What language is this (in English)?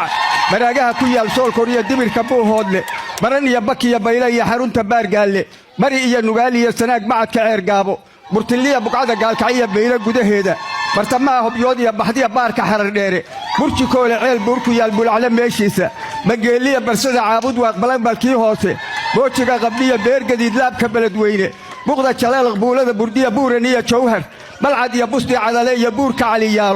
Somali